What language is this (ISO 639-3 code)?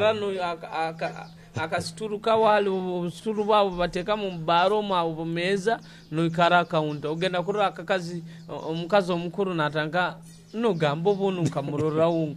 nyo